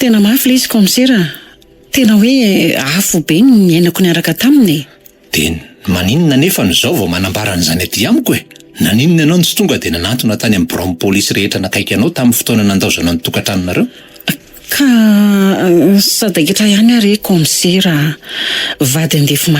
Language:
Malagasy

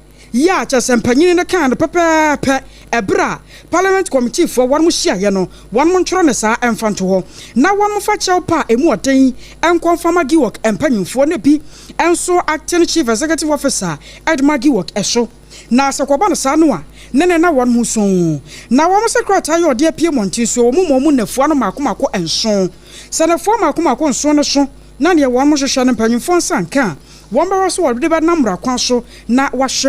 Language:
Akan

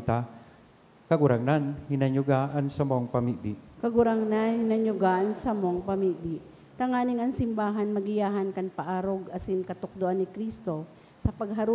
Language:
Bikol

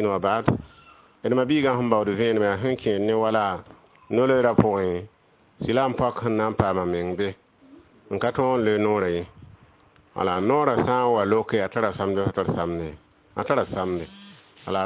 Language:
Mossi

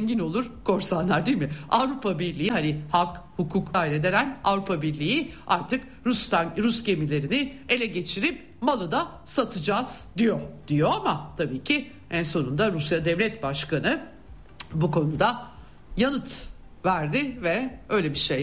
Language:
Turkish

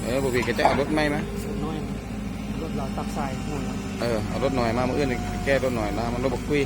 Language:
Lao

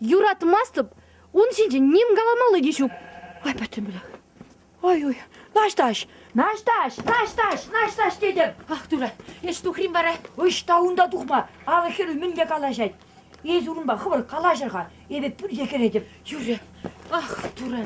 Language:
Chuvash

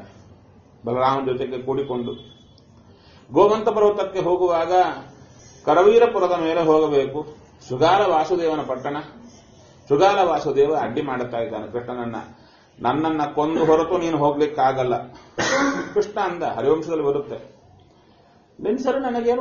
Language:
Kannada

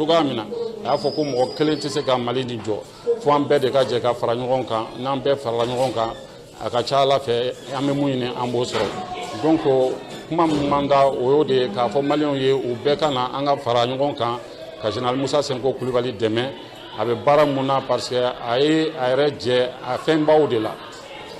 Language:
Bambara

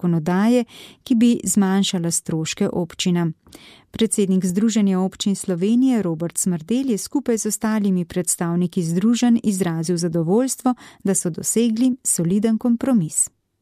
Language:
Slovenian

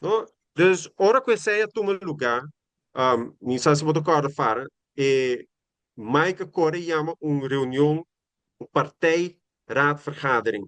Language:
Papiamento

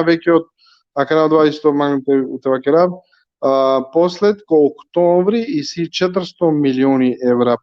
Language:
Balkan Romani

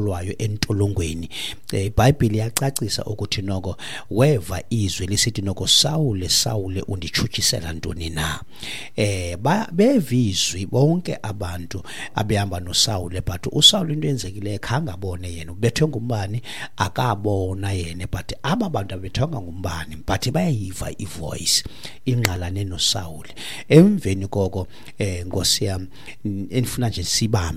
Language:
Xhosa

